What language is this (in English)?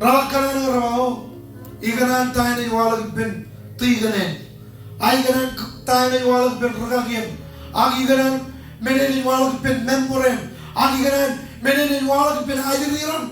Marshallese